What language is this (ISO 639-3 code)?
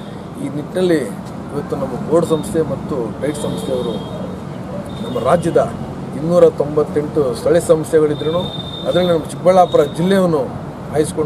kan